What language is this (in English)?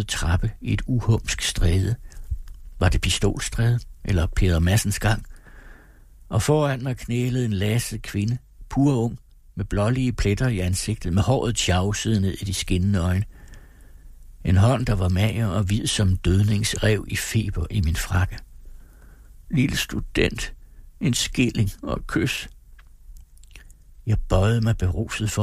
Danish